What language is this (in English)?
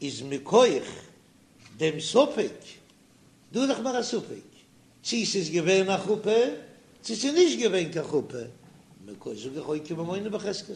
Yiddish